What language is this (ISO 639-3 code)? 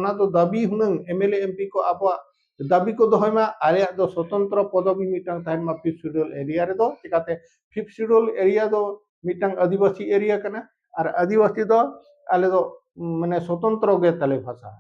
sat